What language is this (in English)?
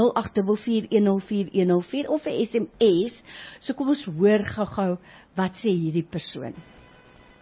Afrikaans